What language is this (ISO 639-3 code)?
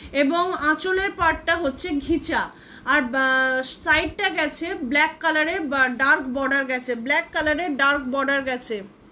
ben